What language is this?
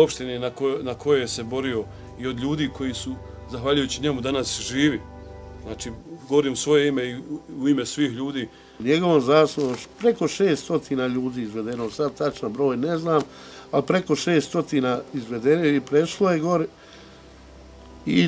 Bosnian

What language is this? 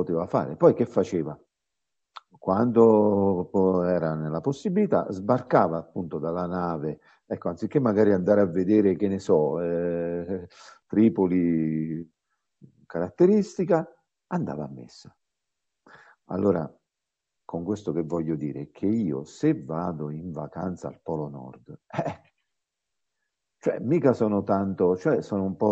Italian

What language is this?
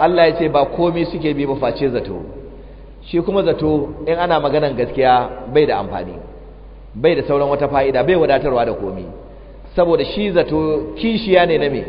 Hausa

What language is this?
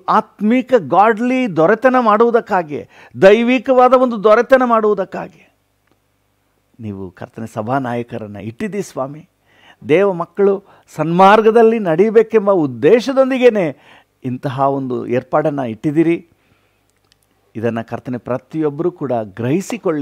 Kannada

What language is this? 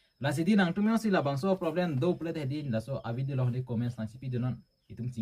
Karbi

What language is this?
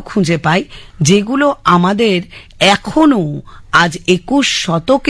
Bangla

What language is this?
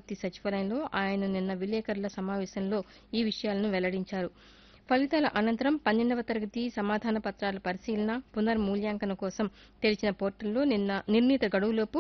Telugu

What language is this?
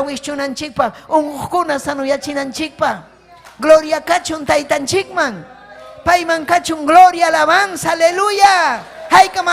Ayacucho Quechua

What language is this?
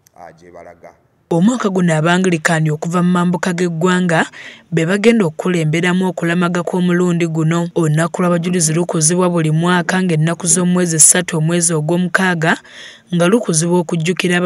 Ganda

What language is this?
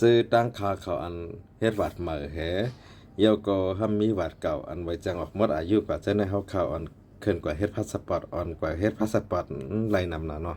Shan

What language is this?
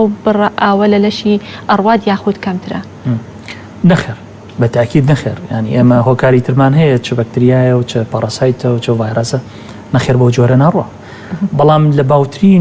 Central Kurdish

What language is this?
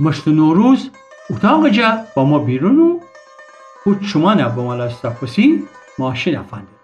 Gilaki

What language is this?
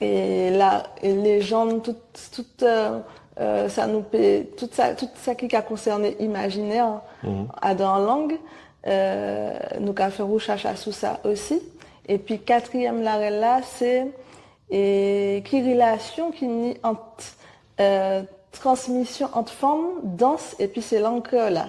Guadeloupean Creole French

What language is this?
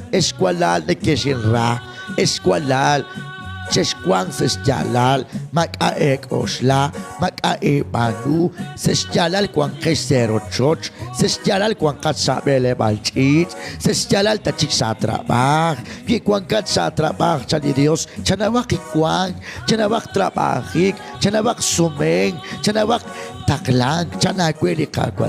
Kekchí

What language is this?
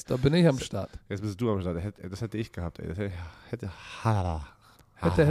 German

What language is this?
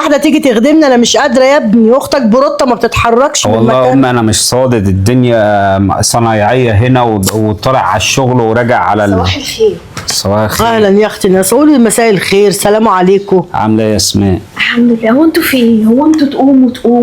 Egyptian Arabic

